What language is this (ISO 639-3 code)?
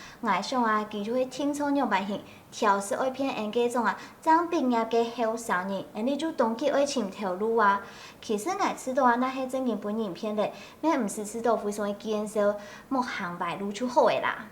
hak